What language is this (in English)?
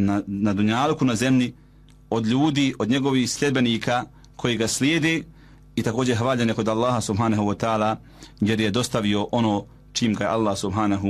Bosnian